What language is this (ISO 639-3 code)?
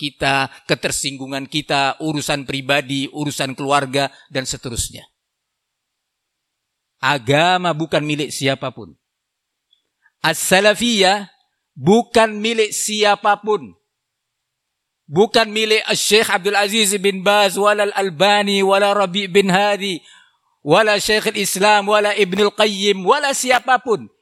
ind